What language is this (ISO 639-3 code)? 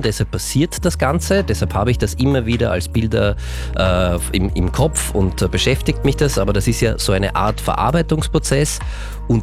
deu